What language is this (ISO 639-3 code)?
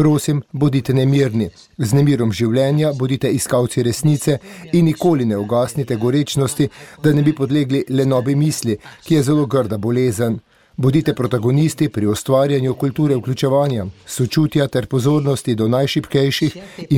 slv